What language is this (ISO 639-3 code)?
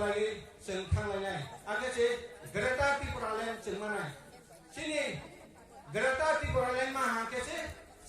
trp